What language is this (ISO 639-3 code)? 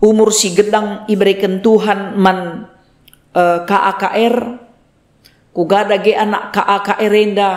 btx